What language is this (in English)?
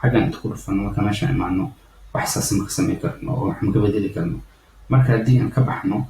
Somali